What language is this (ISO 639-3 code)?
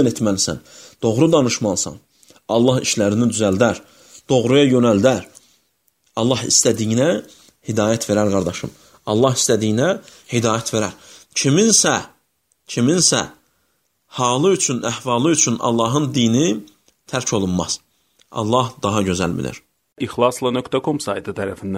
aze